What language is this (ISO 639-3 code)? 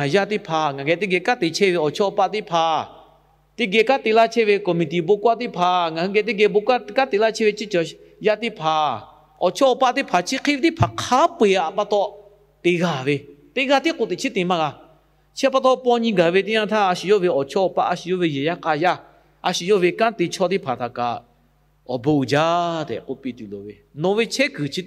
lhu